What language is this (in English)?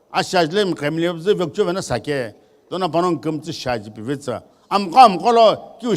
Sumi Naga